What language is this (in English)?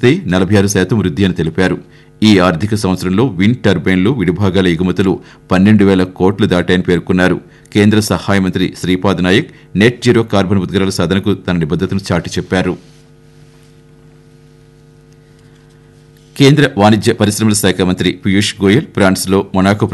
Telugu